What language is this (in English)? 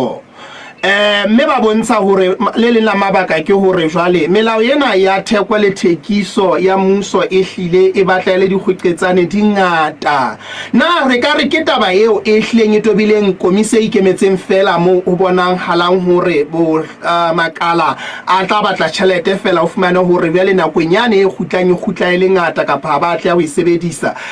Southern Sotho